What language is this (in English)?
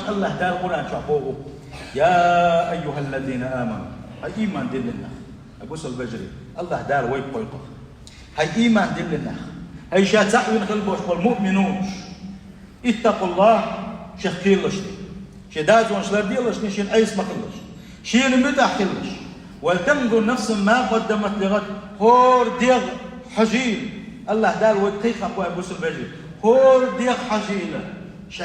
Chechen